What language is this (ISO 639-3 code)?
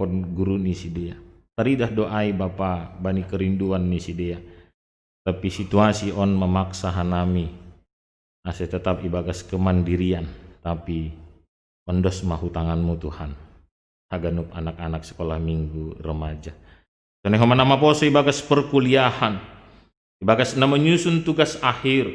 bts